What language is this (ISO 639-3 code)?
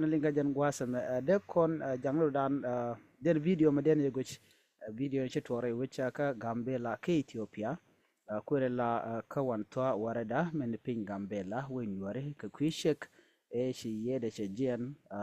nus